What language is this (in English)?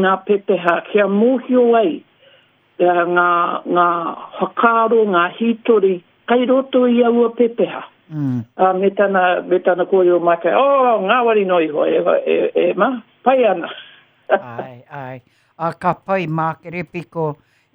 Māori